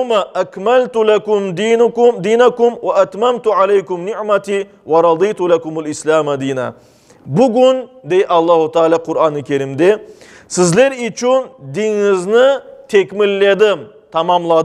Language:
Crimean Tatar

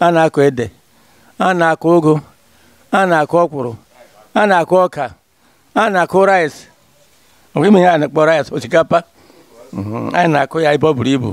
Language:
Igbo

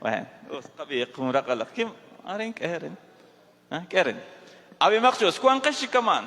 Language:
Kekchí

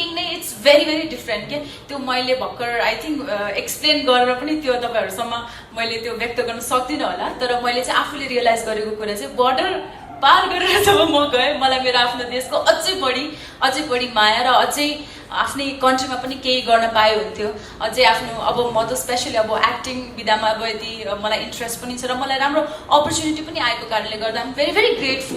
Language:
Nepali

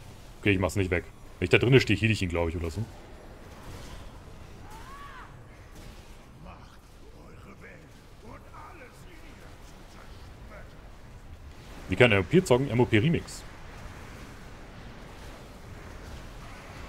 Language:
German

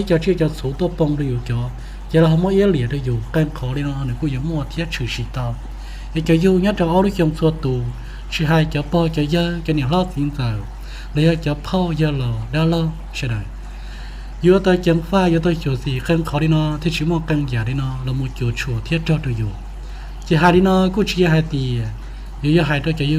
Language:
Hmong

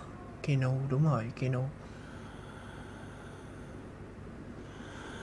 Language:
Vietnamese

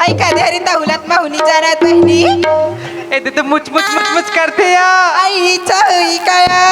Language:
Chhattisgarhi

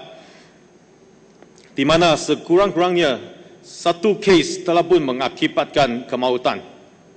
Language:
Malay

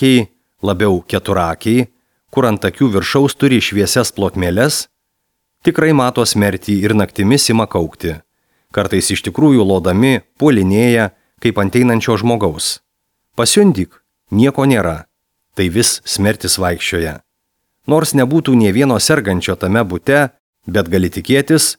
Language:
Lithuanian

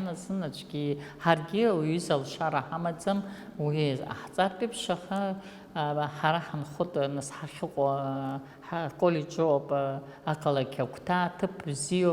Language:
Abkhazian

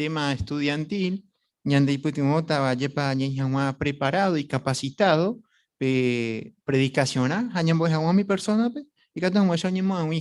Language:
Guarani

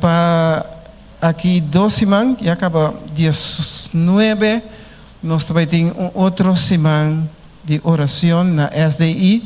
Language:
Papiamento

